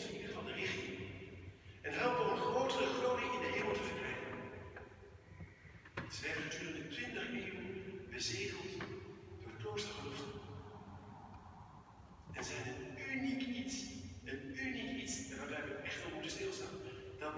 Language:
Dutch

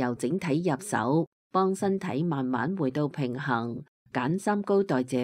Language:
Cantonese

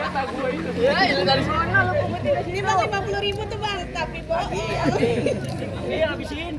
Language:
Betawi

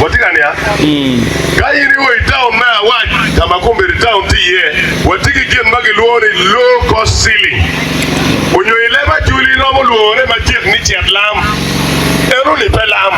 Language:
Acoli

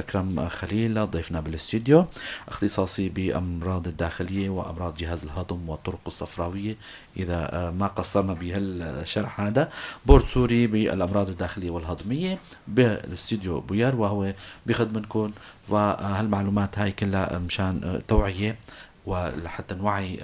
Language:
North Levantine Arabic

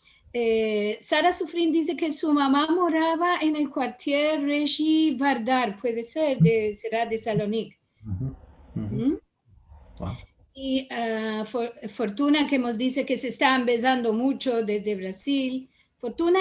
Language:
Ladino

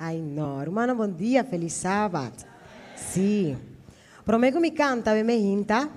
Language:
Papiamento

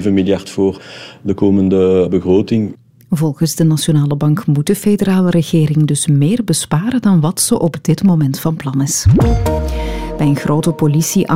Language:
Dutch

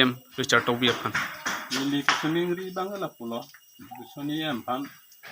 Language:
Karbi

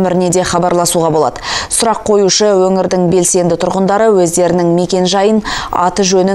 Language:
Kazakh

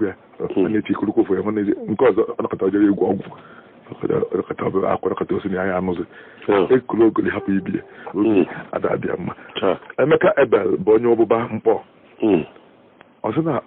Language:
Igbo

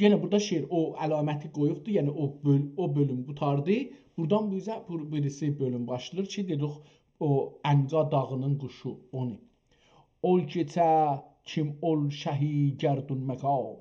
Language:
South Azerbaijani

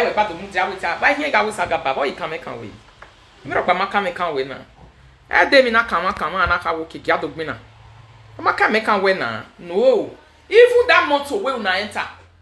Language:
Nigerian Pidgin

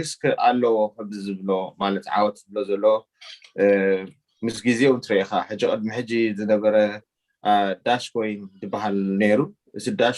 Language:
Tigrinya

